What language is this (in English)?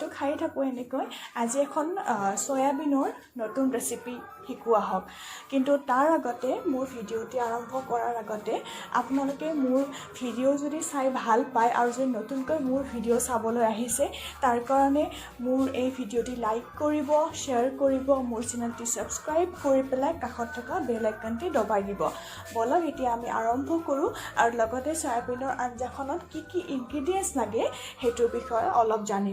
Assamese